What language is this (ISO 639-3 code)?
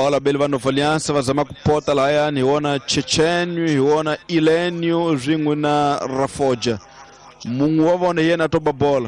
tso